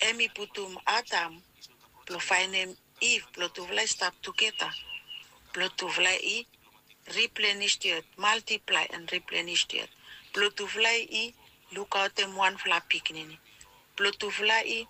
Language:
Bislama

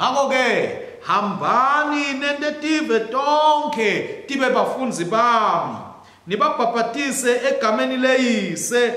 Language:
Swati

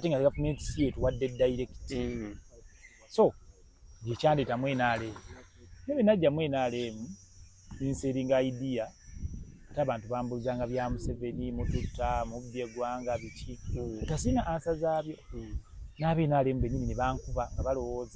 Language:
Ganda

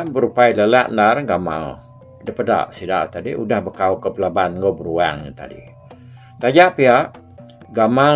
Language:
Iban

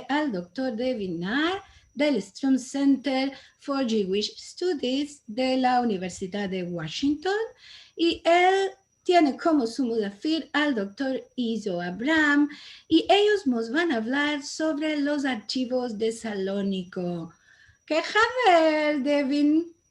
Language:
Ladino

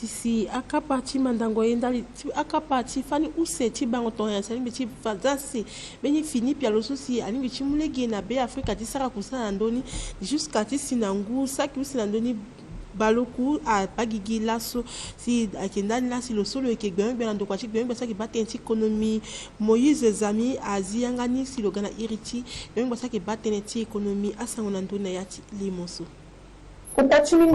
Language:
Sango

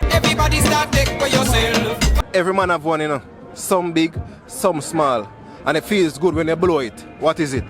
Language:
Jamaican Creole English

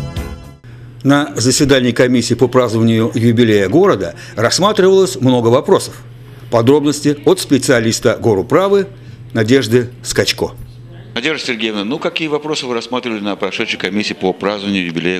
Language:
Russian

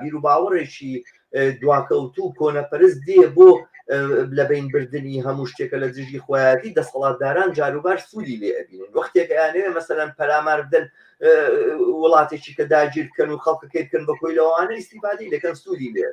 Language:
Central Kurdish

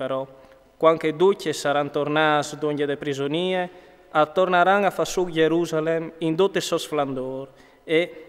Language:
Friulian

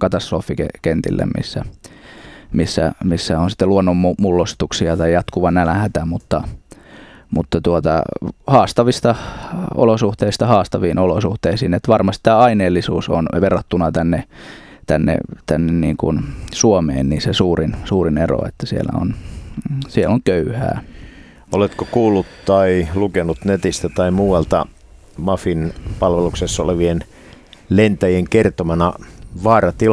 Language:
Finnish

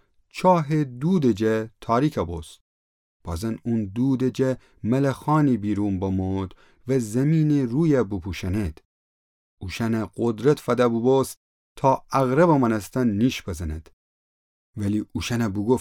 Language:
Gilaki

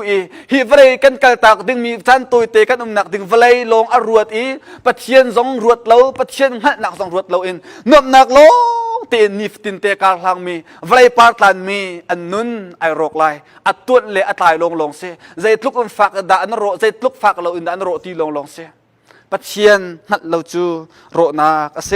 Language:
Hakha Chin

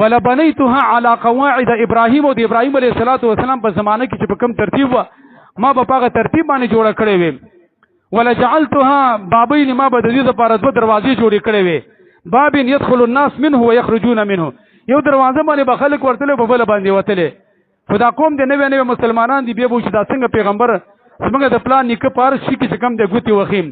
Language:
Pashto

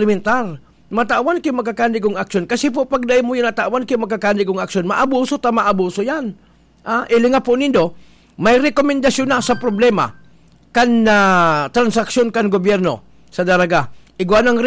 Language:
Bikol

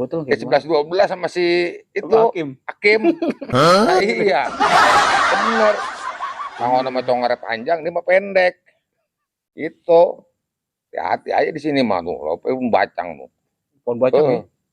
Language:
Betawi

